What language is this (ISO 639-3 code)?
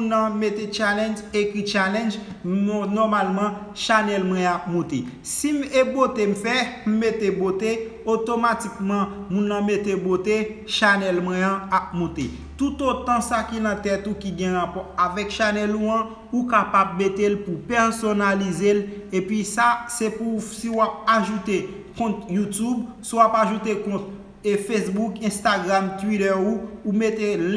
hat